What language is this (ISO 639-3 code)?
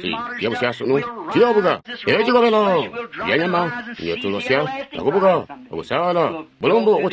toi